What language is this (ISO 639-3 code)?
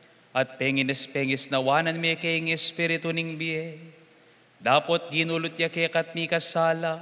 pam